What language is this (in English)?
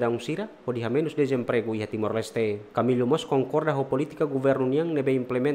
Tetum